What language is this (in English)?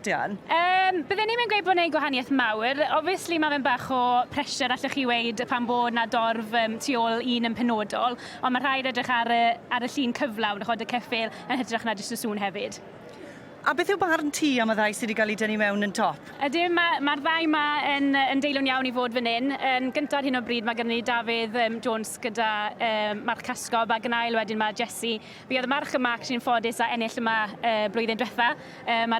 Welsh